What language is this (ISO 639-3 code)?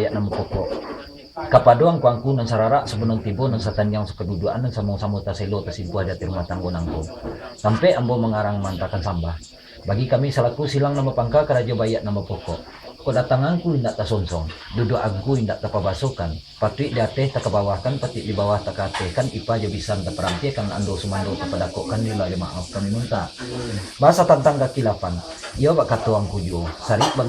min